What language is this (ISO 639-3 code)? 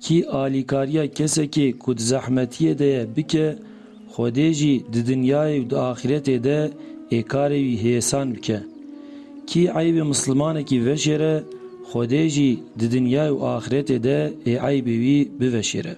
kur